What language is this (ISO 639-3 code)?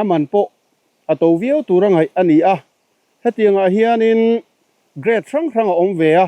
lus